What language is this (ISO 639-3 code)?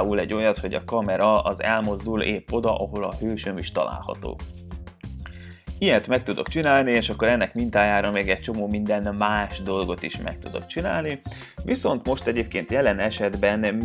hun